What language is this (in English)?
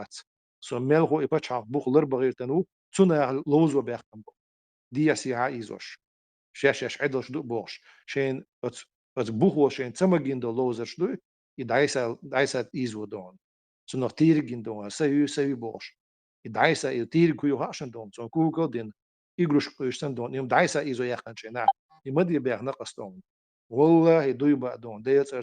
Chechen